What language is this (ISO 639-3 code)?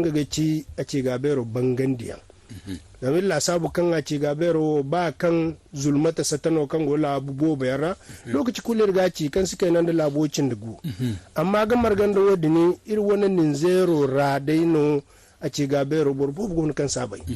dje